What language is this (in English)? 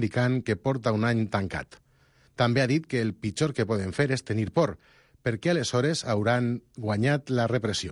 Catalan